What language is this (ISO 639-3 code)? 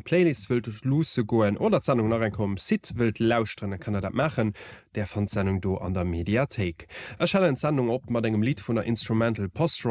ltz